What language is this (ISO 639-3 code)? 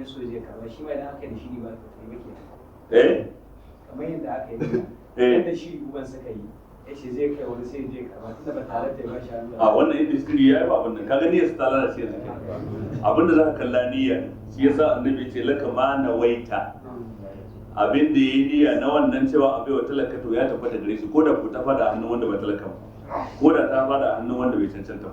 hau